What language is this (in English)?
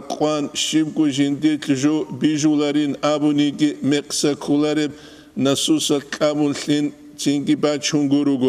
Avaric